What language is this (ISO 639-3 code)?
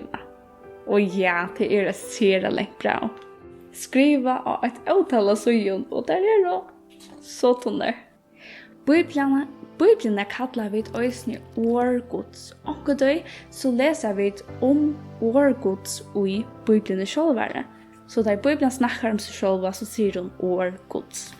fao